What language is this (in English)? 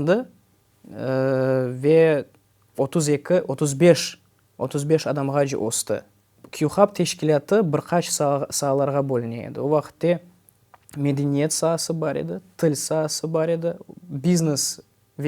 Crimean Tatar